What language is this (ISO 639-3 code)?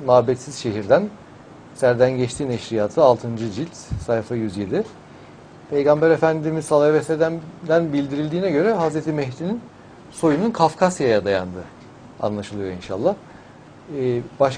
tur